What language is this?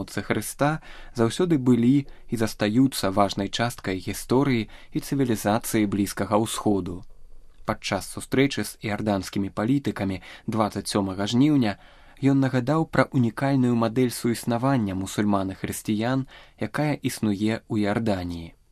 Belarusian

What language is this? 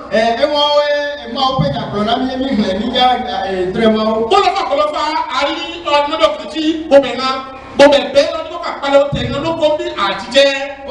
Ifè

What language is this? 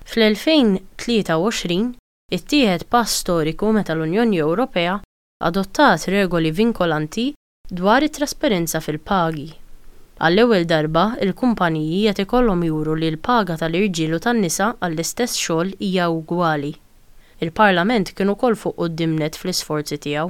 Maltese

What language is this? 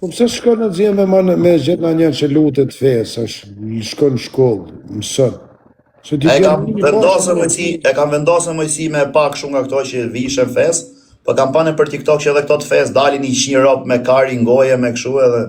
Albanian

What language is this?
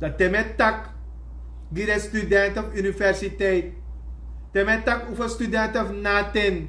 Sranan Tongo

